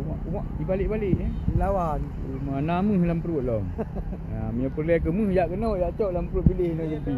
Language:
Achinese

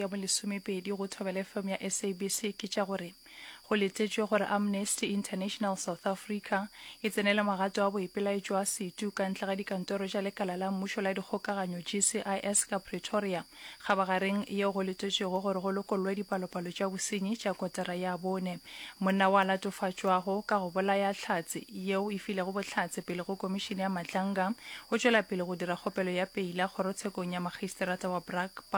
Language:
Northern Sotho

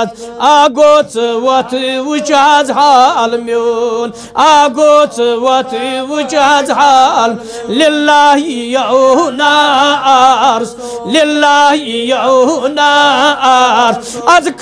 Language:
Kashmiri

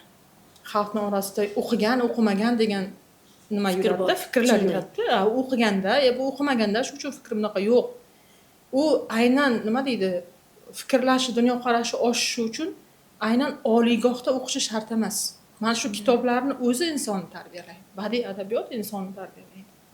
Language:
Uzbek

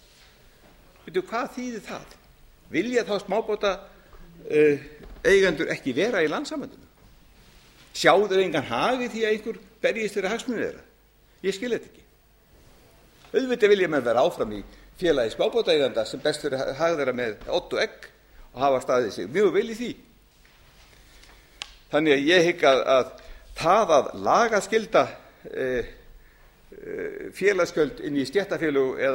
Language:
Icelandic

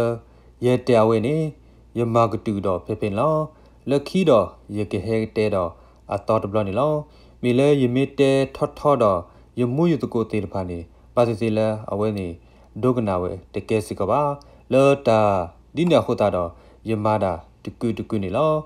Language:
S'gaw Karen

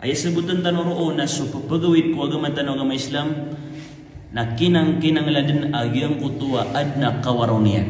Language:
Maranao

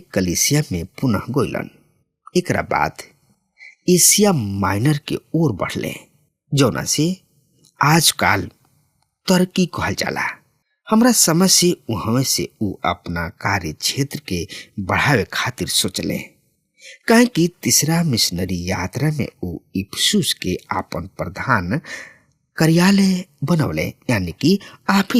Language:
Bhojpuri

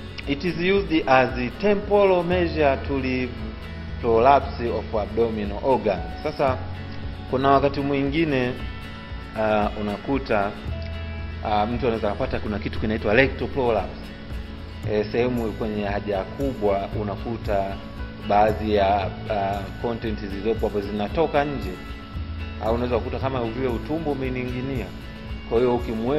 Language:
Swahili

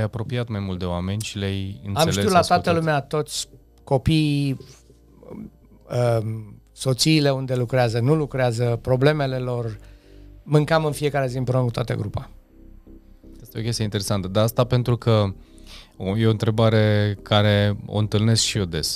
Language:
Romanian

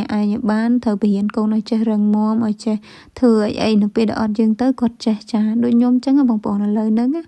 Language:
Khmer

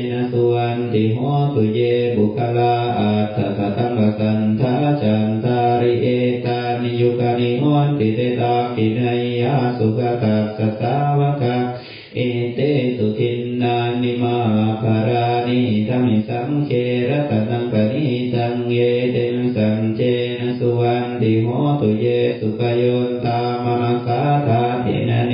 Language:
Pali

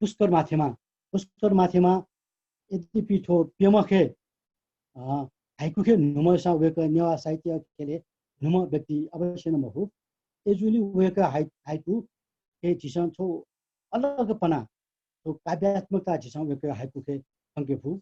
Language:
Newari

